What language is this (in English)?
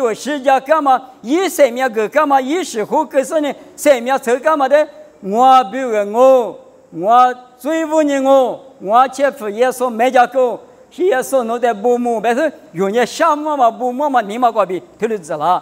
Lisu